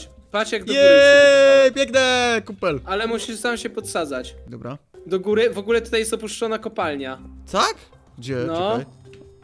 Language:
Polish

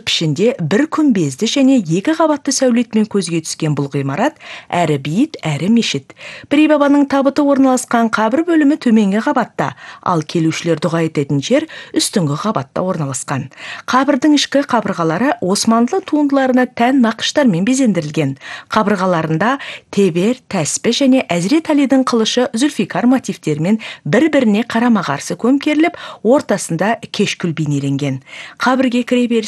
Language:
Kazakh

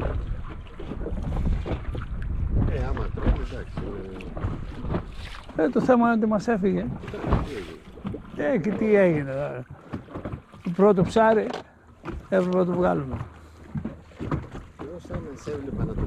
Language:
Greek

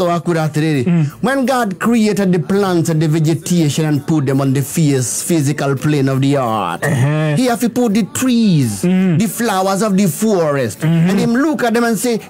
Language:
Kikuyu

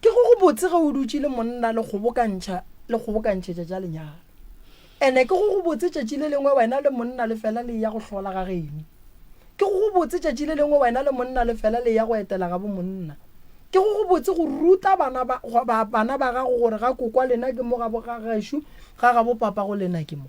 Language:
Northern Sotho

